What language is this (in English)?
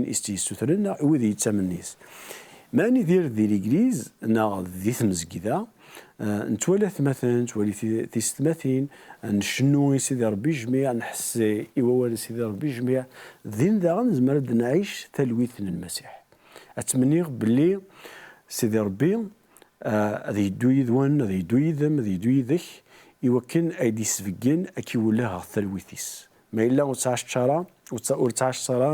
Kabyle